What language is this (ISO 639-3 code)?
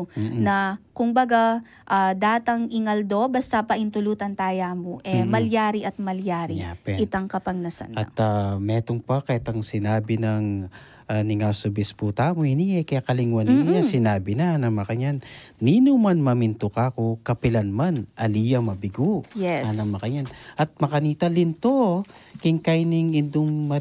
pam